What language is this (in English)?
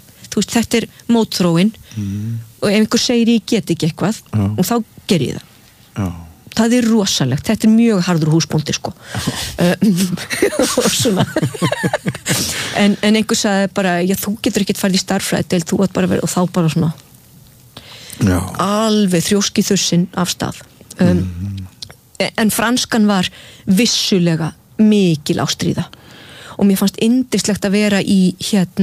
Icelandic